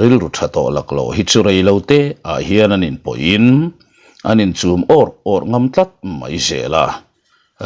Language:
Mizo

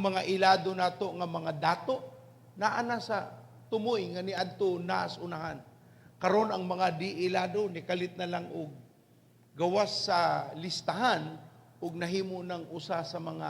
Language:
Cebuano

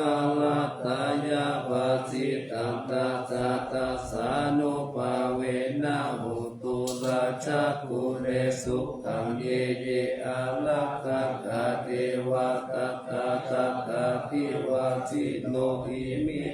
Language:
Pali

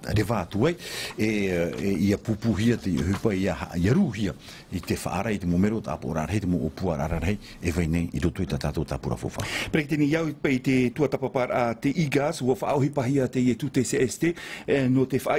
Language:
Tahitian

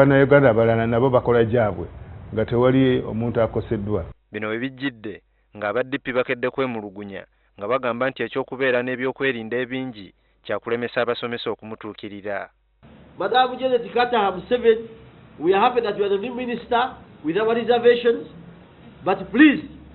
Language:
Ganda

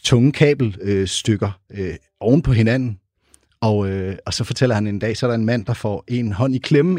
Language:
Danish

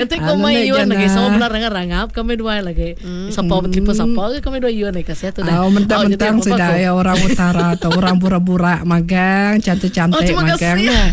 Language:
Iban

